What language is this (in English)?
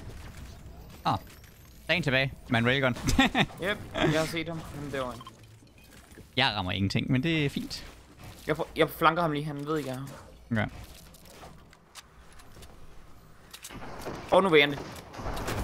Danish